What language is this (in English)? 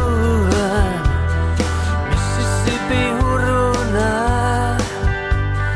Basque